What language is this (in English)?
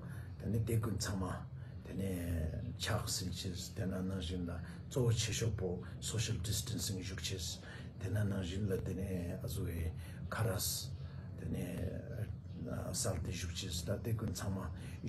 Ladakhi